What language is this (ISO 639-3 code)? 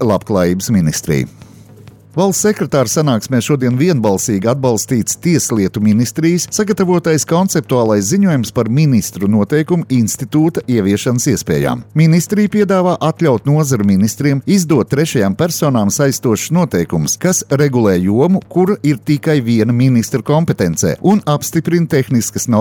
lav